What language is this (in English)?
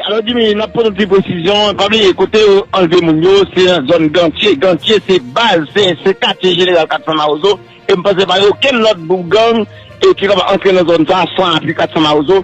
Haitian Creole